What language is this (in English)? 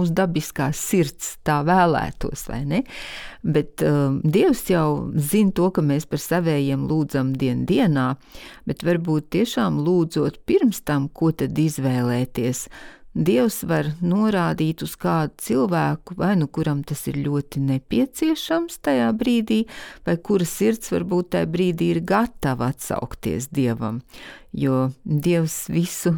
Latvian